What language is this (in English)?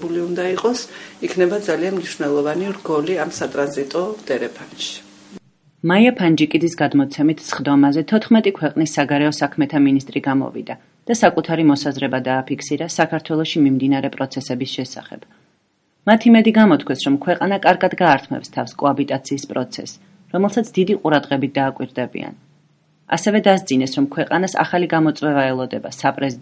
Georgian